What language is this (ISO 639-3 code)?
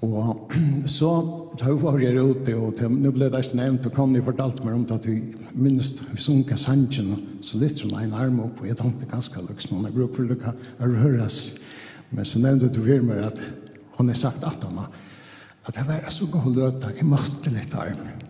fao